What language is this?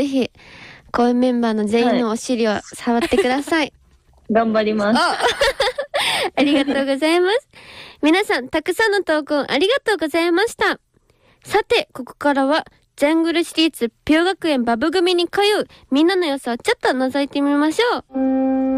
Japanese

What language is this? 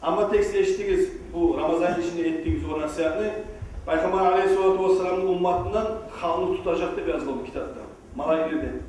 Kumyk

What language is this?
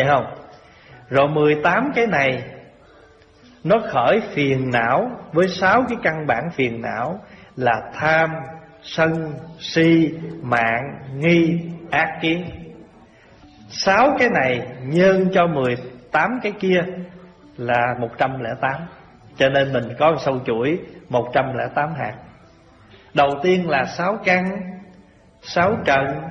Vietnamese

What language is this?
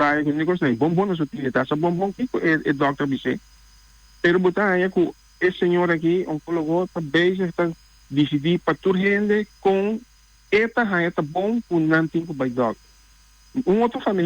Papiamento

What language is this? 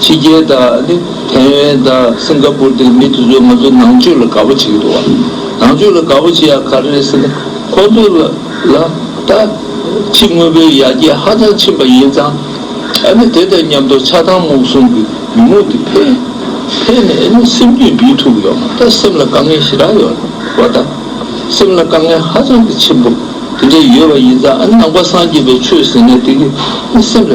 Tibetan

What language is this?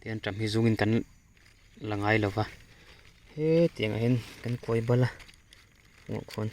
Mizo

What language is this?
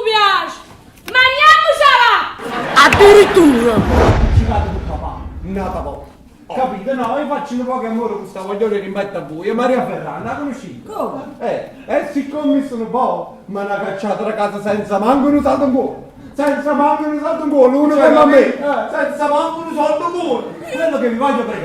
Neapolitan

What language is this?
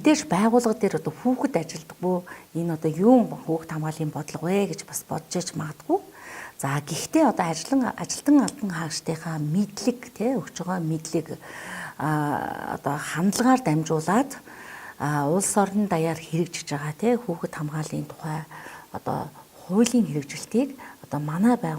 Mongolian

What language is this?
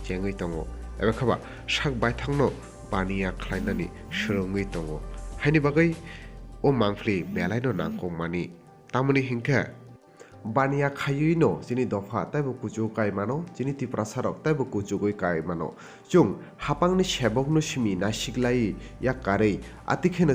Kok Borok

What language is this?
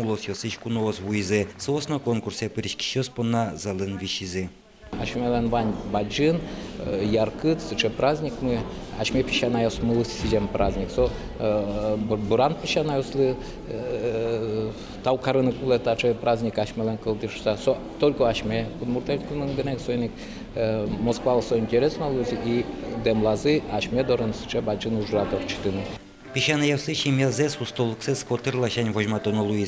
Udmurt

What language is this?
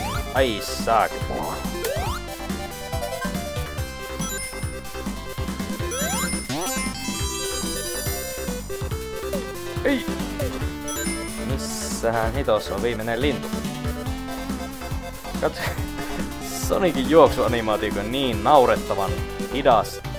Finnish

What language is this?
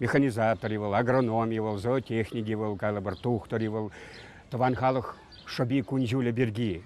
Chuvash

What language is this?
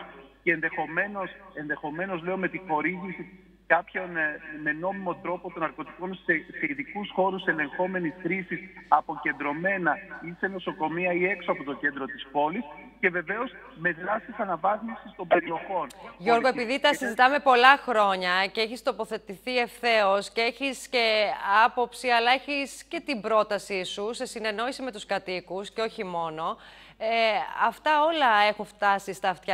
Greek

